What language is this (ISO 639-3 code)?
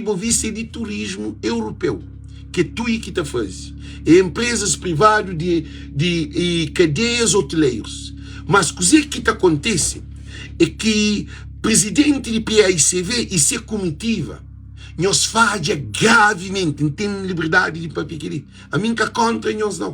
kea